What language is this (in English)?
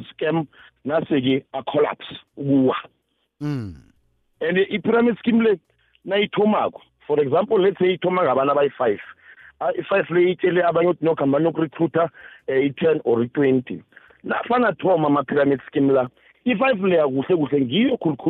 South Ndebele